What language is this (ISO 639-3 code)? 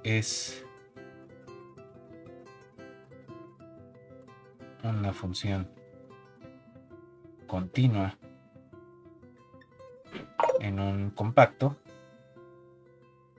spa